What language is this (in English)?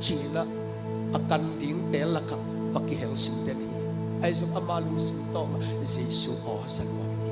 Tedim Chin